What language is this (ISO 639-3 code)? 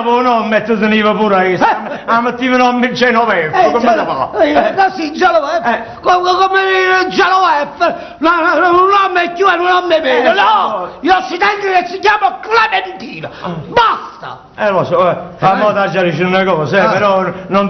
nap